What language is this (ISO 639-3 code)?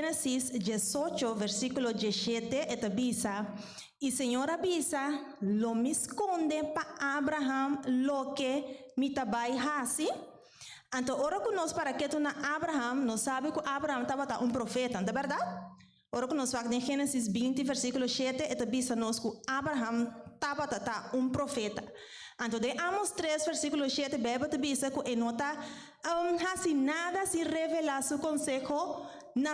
pap